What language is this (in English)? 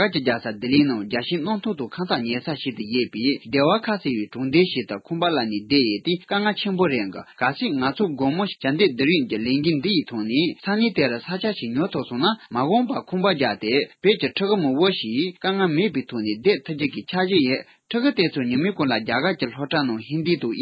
Tibetan